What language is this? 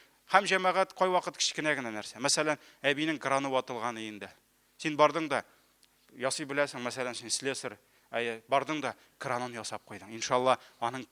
Tatar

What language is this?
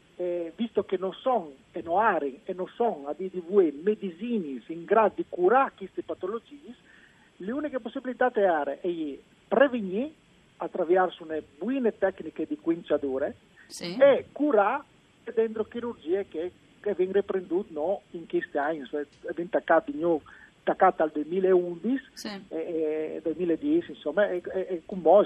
Friulian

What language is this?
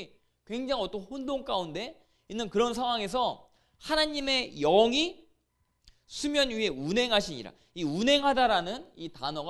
Korean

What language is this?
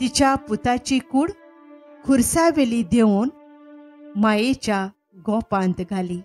Konkani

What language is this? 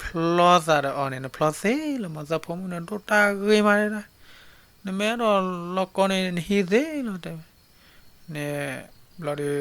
S'gaw Karen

